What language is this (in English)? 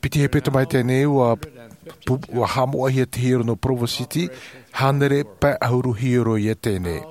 Tahitian